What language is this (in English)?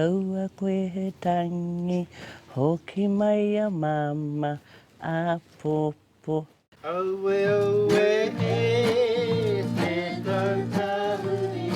Māori